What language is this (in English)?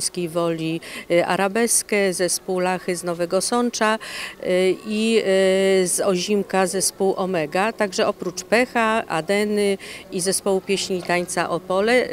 Polish